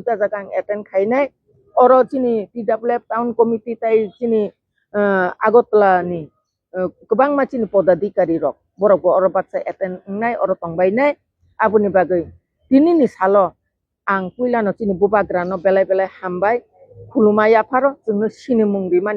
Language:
Kok Borok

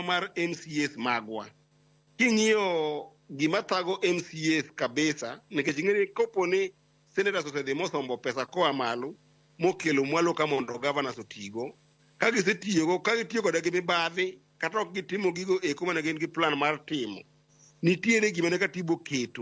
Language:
Luo (Kenya and Tanzania)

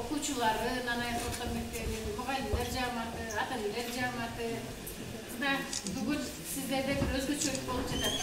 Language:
Kyrgyz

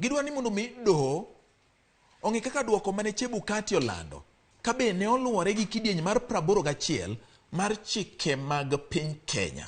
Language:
Luo (Kenya and Tanzania)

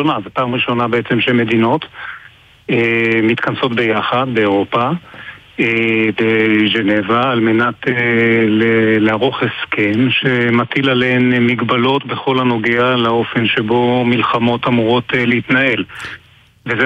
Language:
Hebrew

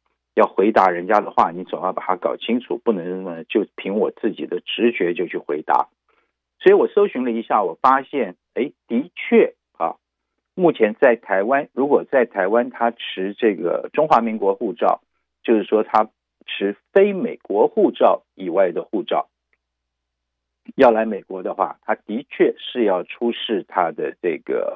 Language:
Chinese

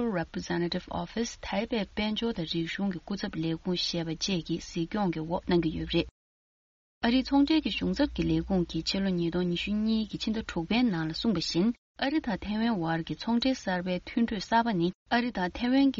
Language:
Tibetan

